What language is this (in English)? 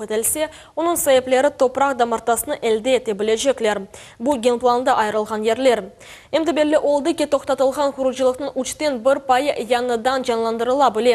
Crimean Tatar